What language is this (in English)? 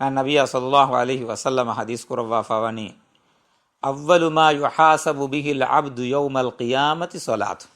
Divehi